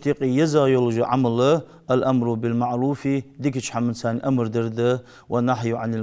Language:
Ingush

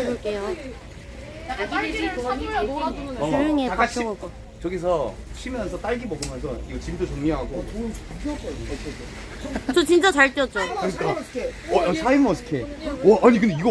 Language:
Korean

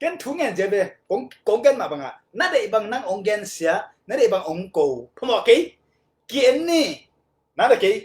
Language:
Tedim Chin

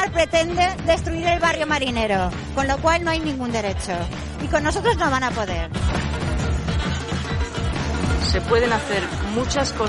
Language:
Spanish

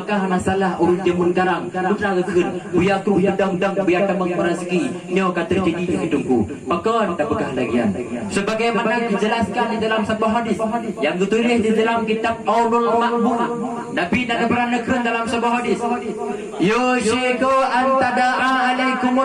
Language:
Achinese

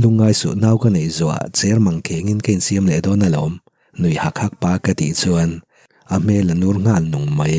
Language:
Mizo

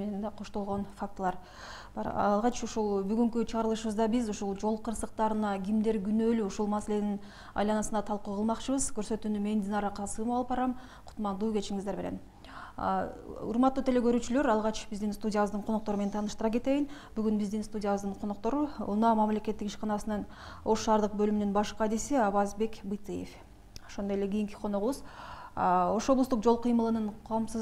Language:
Kyrgyz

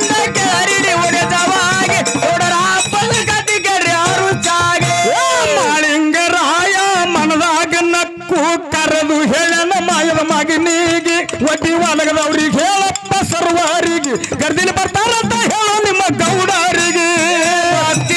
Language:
Kannada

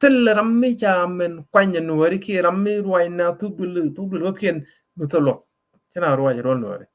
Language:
Nuer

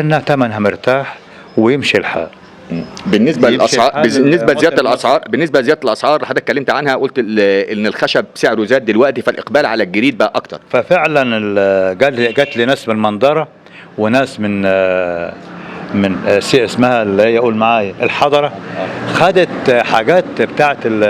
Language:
Egyptian Arabic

